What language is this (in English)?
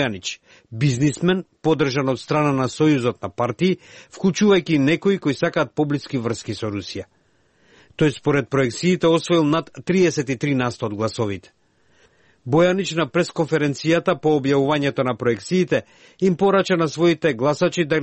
Macedonian